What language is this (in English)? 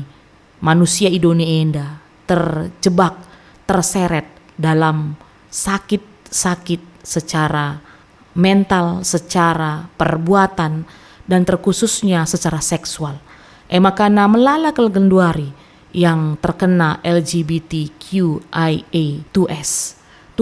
Batak Karo